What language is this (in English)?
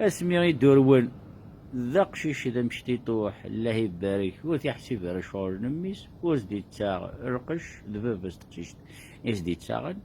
Kabyle